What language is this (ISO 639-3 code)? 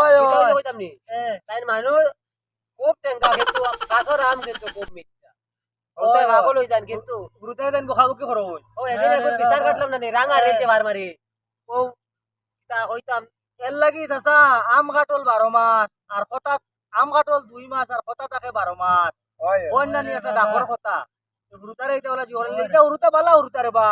syl